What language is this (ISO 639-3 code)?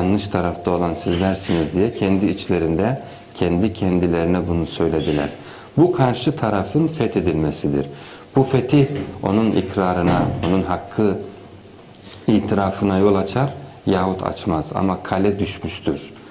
tur